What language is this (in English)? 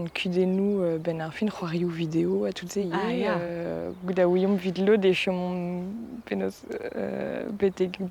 Breton